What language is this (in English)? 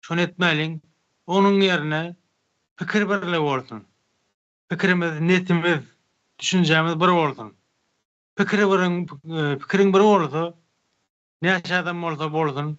Turkmen